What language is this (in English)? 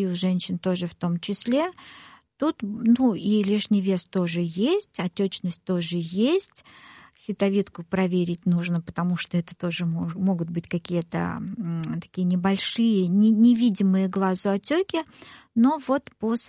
Russian